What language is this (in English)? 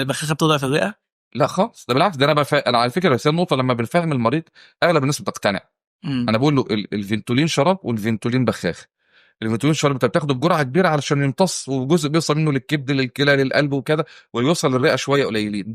Egyptian Arabic